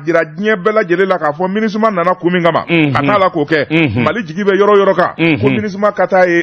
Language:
Bambara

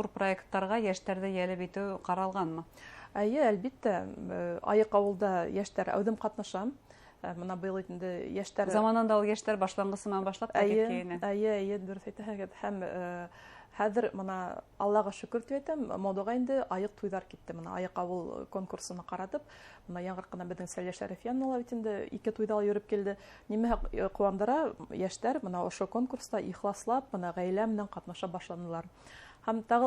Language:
Bashkir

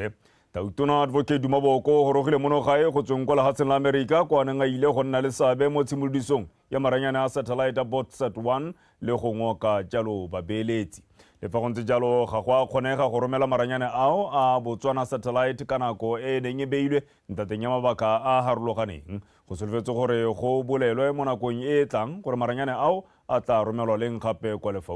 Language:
Tswana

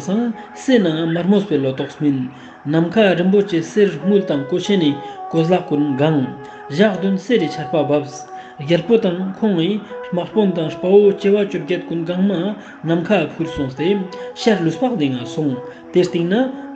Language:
Ladakhi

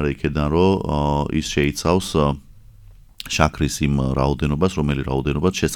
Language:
Georgian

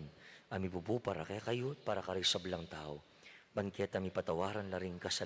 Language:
Pampanga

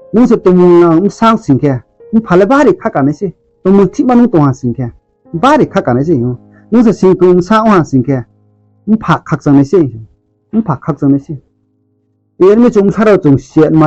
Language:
Riang (India)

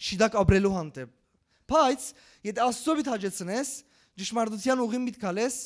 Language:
Western Armenian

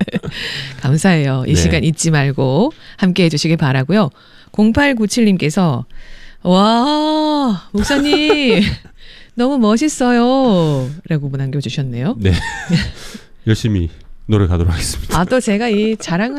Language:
Korean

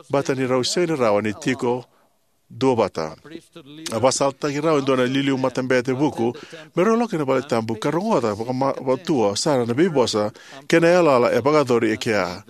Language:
Fijian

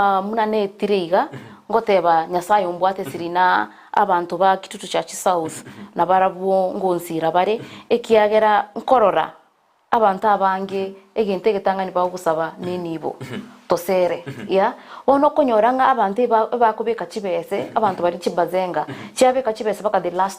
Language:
Gusii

